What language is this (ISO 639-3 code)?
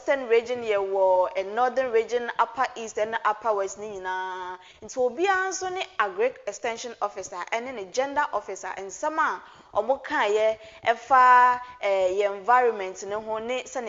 aka